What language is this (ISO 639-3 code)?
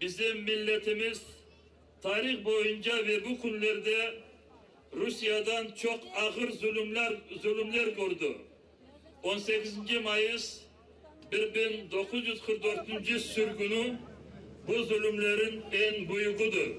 crh